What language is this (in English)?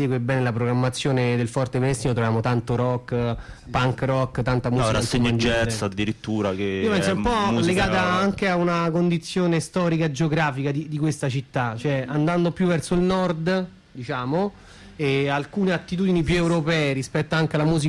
Italian